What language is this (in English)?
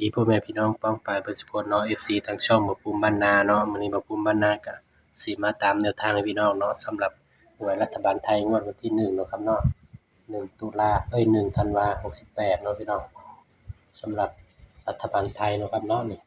Northeastern Thai